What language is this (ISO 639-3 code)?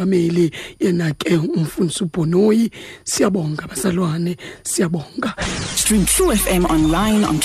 xho